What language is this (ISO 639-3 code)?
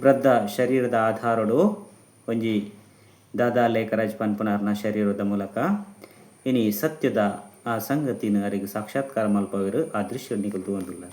tcy